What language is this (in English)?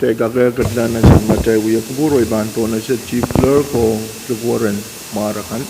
Pohnpeian